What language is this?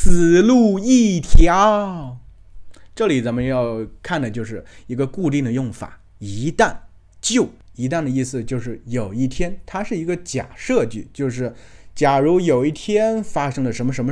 Chinese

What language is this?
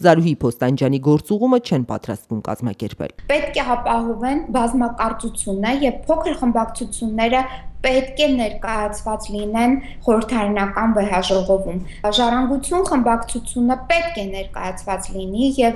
Armenian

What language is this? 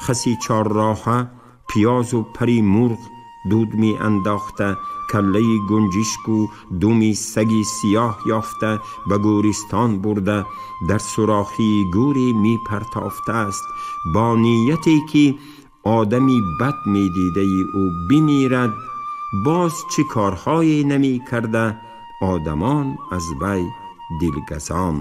Tajik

